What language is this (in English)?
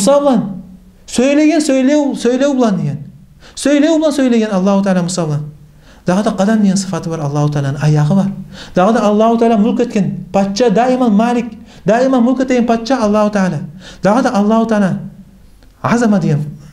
Kumyk